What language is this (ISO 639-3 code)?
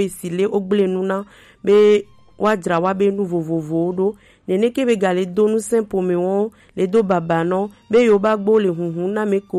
gej